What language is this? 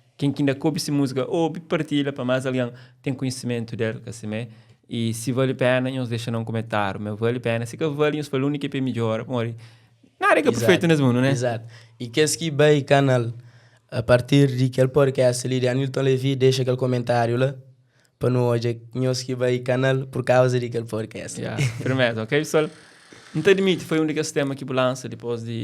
Kabuverdianu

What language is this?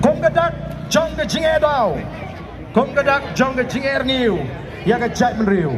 Khasi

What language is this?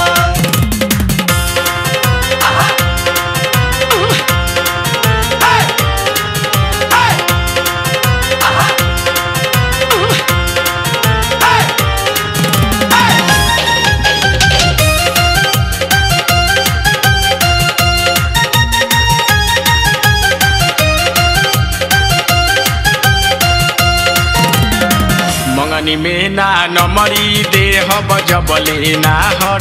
Bhojpuri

